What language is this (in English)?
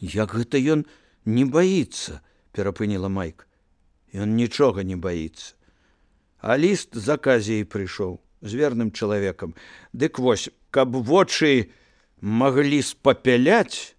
Belarusian